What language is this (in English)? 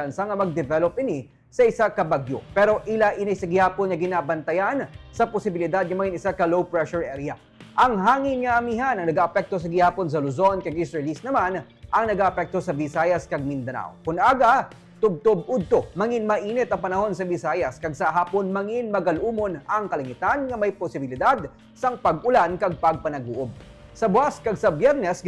Hiligaynon